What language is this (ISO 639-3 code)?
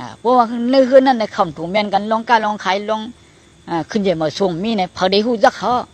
shn